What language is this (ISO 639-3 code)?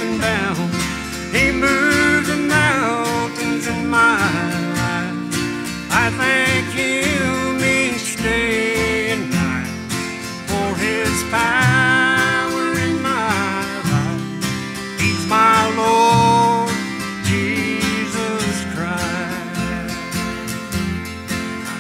eng